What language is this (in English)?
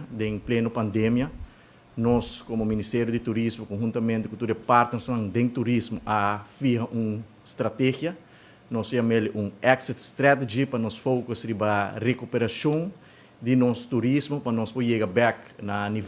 Papiamento